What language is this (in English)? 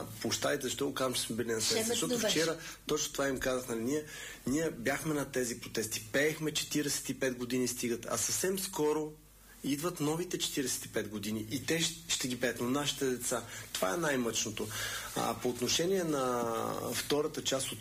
Bulgarian